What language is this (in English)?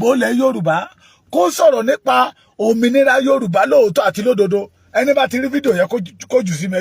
Yoruba